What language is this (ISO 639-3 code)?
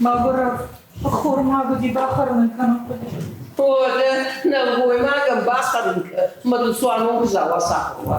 oss